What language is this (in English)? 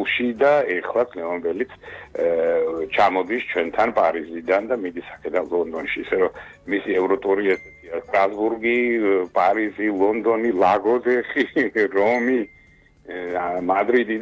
Georgian